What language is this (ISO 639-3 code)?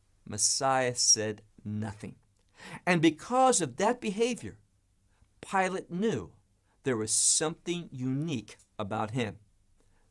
eng